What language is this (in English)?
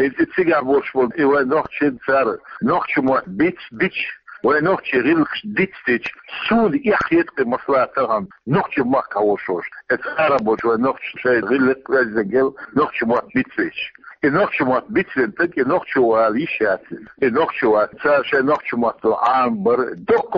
Chechen